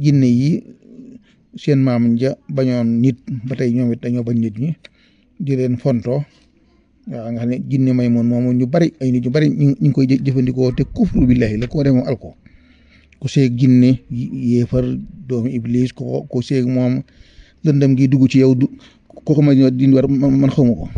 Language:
Wolof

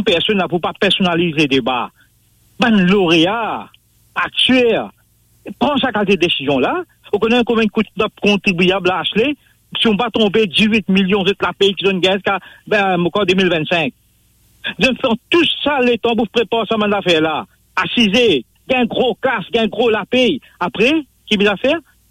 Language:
Morisyen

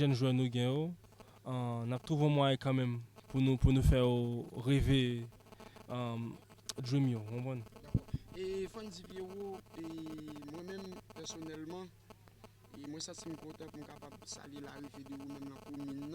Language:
Haitian Creole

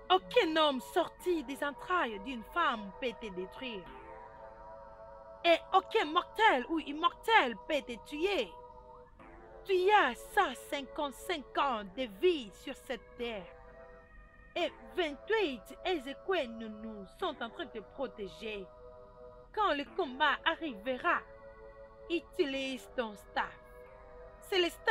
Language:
French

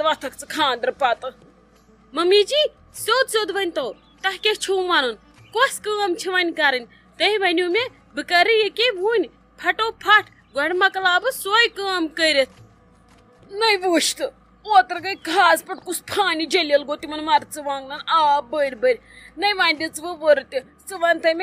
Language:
Kashmiri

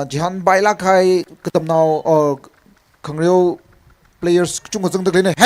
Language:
Tangkhul Naga (India)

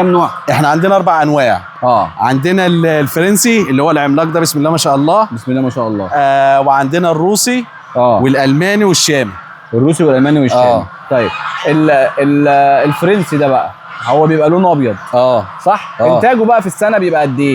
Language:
Egyptian Arabic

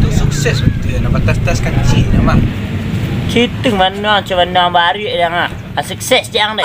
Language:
Minangkabau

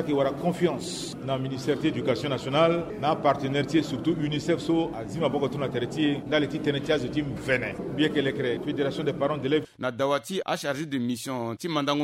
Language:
Sango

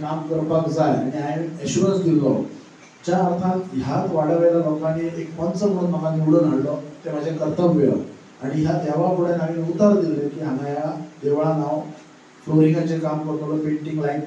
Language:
Konkani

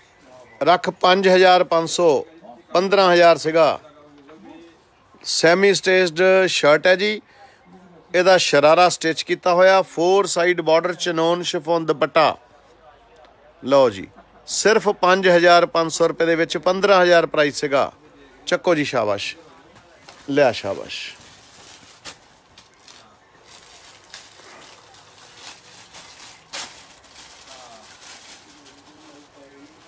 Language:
Punjabi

